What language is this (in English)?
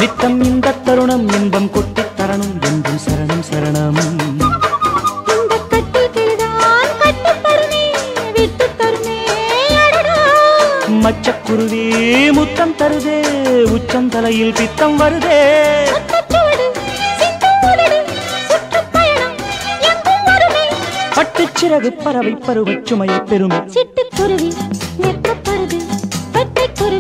Tamil